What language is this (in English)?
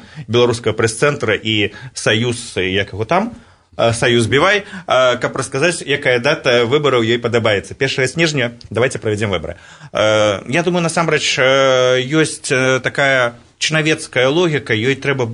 Belarusian